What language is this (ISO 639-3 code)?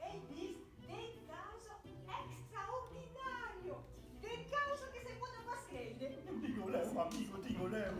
oci